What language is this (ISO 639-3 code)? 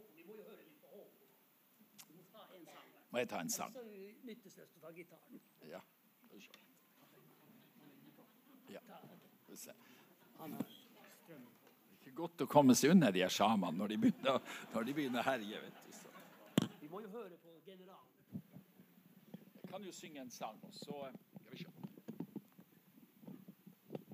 nor